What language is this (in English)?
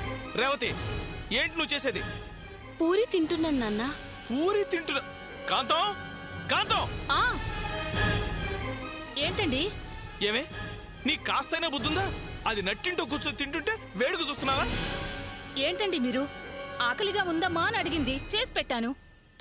Telugu